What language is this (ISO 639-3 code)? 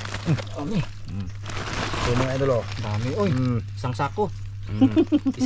fil